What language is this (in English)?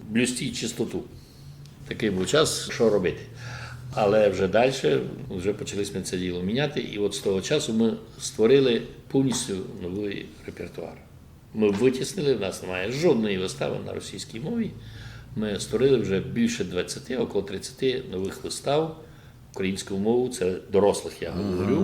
Rusyn